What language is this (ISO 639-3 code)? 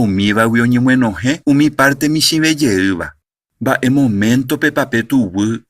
grn